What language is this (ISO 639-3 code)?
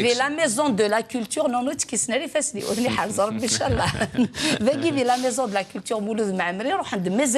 kab